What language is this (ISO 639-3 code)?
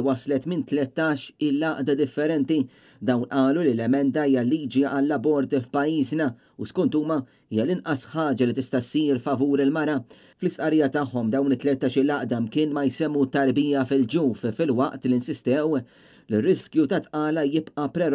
mlt